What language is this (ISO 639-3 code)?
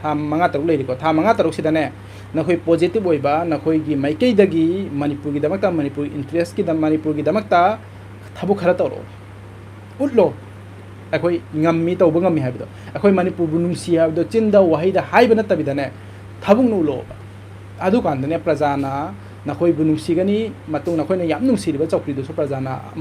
mni